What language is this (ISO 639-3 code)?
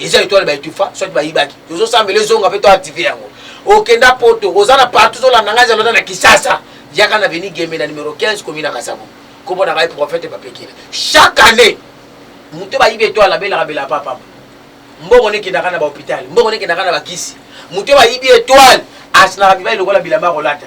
lin